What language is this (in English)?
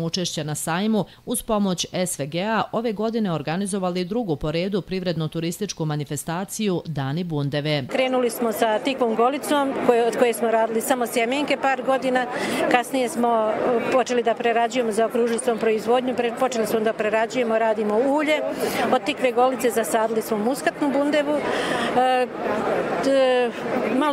Bosnian